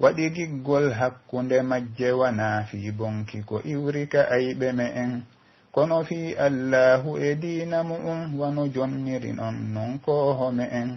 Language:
Pular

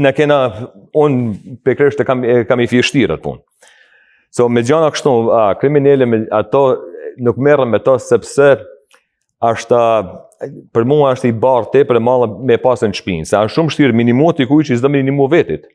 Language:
Albanian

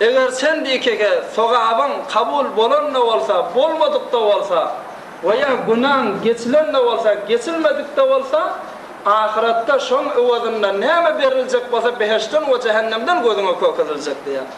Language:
Turkmen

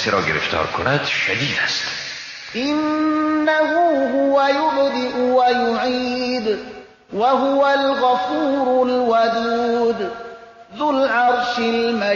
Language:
Persian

